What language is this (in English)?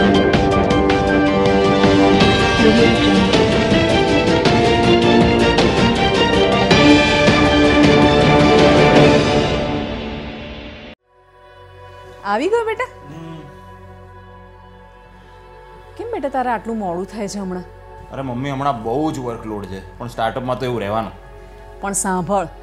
Gujarati